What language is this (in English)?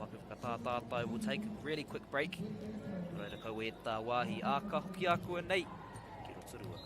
Māori